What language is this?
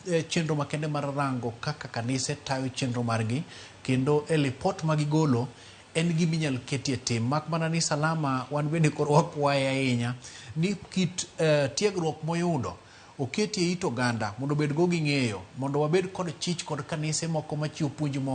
Luo (Kenya and Tanzania)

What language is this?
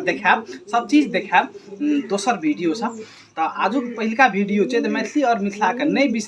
Maithili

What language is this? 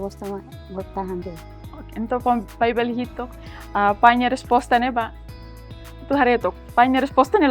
Tetum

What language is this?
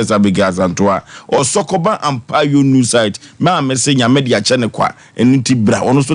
Akan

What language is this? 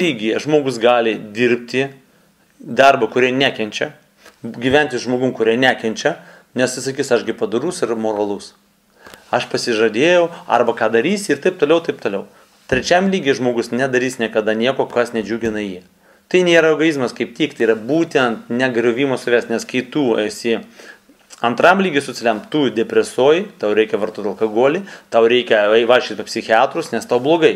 Lithuanian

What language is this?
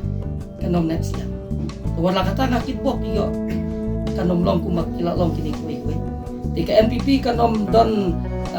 Khasi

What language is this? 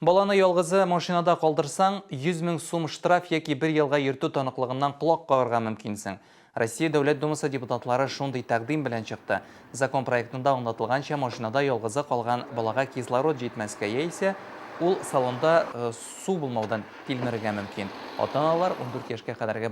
Tatar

